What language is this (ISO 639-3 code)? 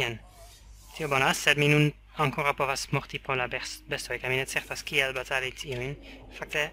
epo